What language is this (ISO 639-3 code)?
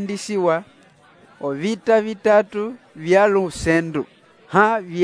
umb